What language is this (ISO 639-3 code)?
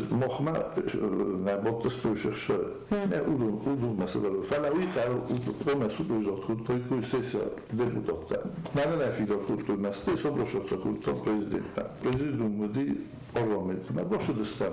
oss